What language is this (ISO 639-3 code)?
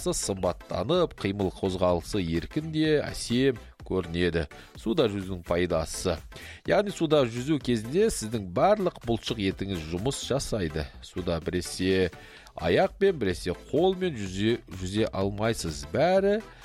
kaz